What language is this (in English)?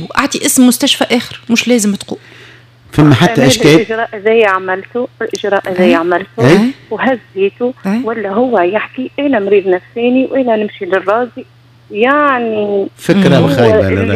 Tunisian Arabic